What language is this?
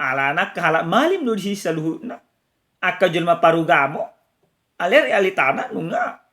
Batak Toba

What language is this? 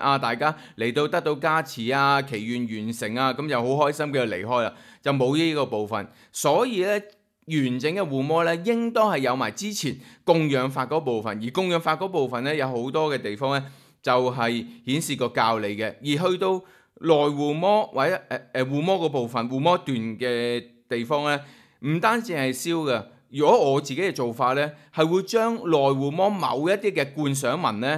Cantonese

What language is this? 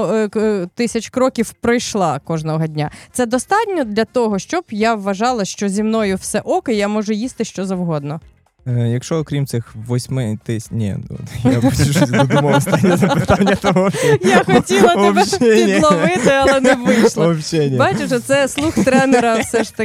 Ukrainian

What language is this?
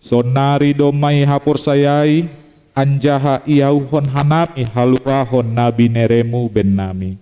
Batak Simalungun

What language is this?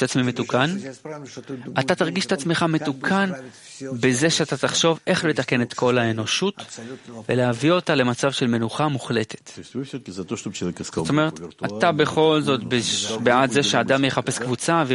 Hebrew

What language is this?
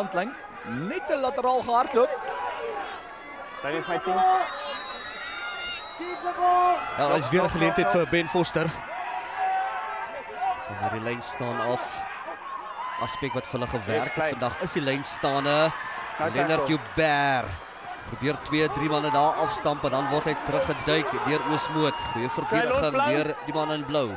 Afrikaans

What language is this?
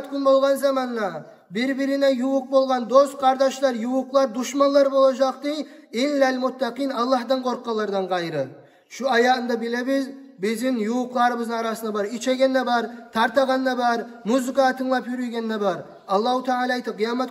Kumyk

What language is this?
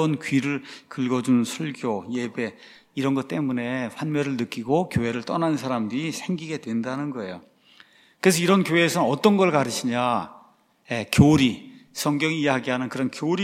Korean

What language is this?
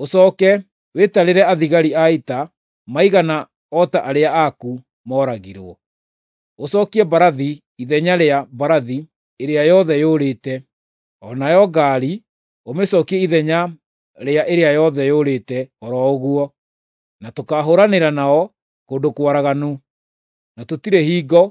Kikuyu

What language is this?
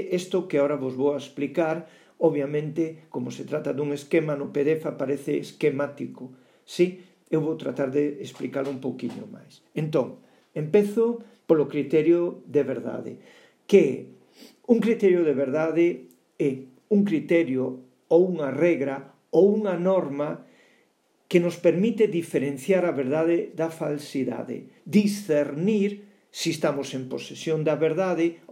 Galician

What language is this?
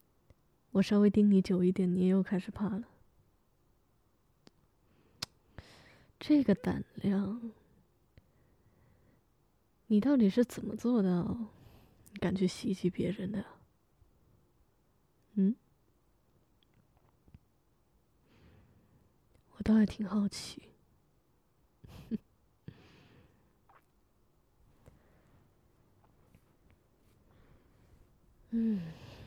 Chinese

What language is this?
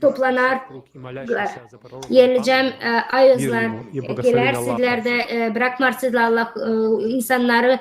Gagauz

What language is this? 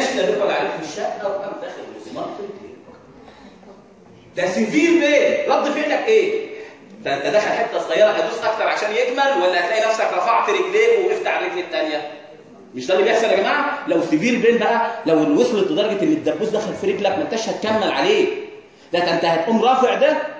Egyptian Arabic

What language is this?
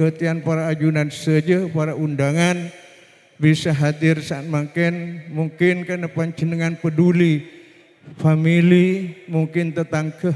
Madurese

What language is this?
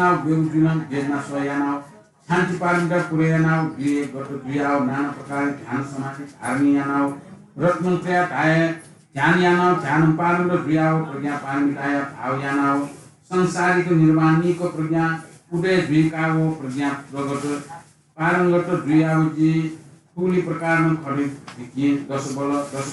Newari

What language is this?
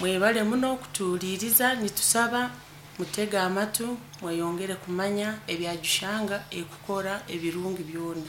Nyankole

